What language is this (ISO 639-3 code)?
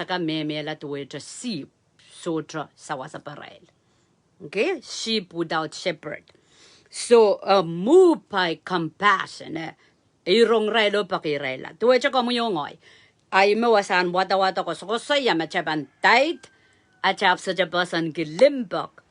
pon